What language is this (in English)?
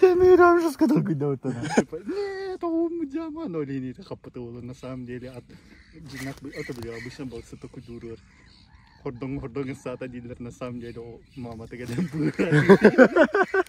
Yakut